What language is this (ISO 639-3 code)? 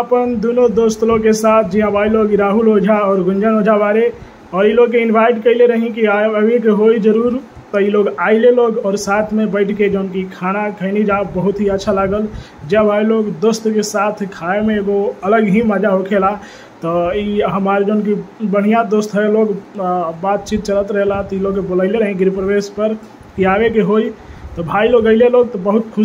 bho